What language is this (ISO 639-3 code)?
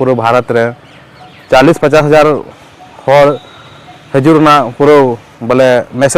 sat